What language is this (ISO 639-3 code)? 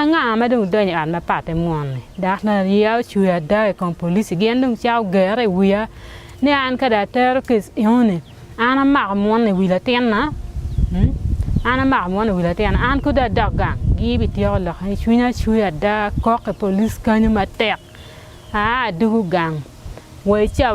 ach